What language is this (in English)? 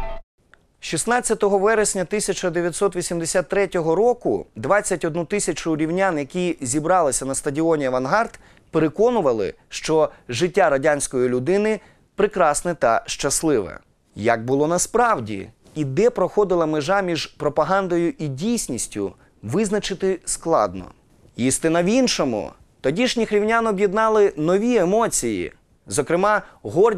Ukrainian